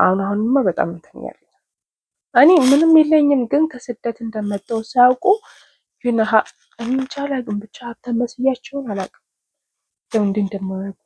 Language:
Amharic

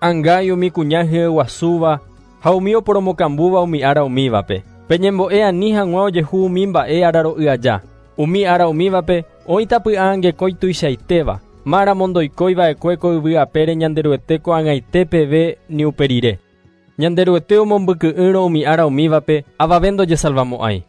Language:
Guarani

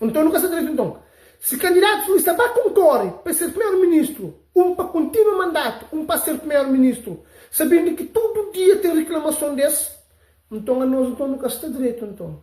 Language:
Kabuverdianu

